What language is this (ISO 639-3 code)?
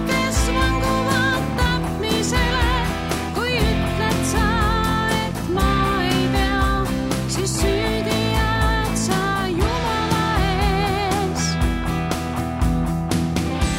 est